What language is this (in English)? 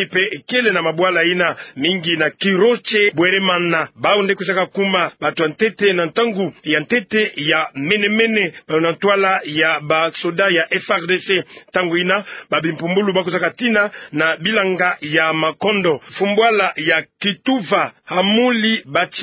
Kituba (Democratic Republic of Congo)